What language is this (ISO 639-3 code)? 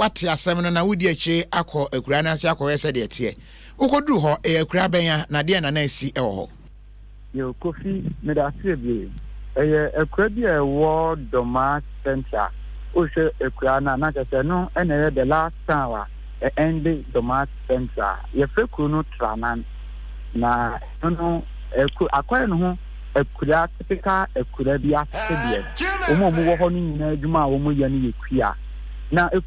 aka